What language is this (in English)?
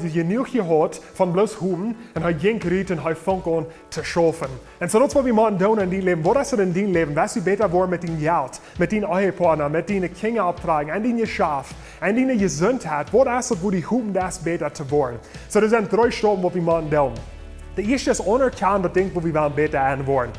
Plautdietsch